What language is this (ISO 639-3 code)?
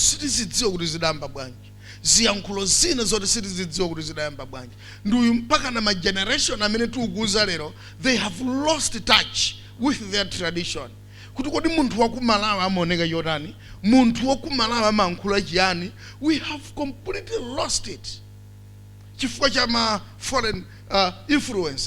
nya